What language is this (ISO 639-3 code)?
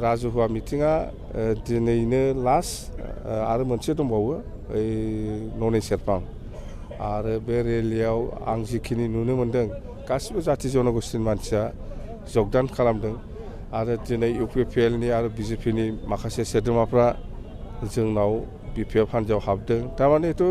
brx